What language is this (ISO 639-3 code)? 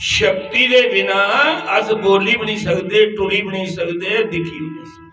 doi